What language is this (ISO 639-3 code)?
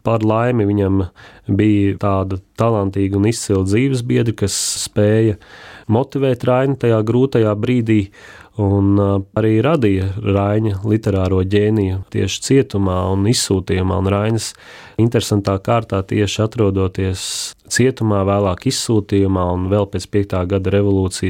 lav